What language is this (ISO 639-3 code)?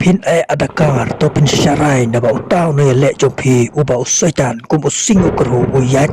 kha